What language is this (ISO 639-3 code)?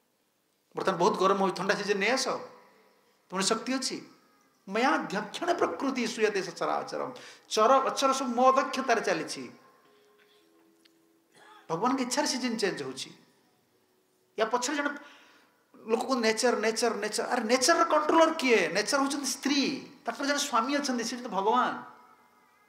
ori